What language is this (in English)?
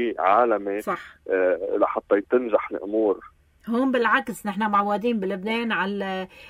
North Levantine Arabic